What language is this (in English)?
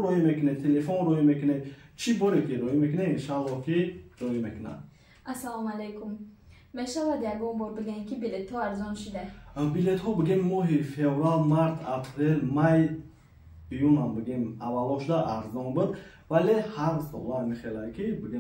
Tajik